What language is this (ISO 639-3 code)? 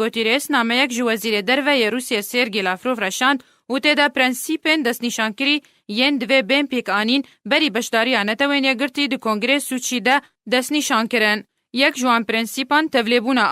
kur